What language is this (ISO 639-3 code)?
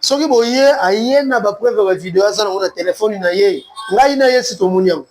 lin